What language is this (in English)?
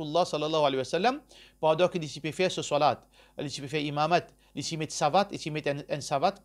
Morisyen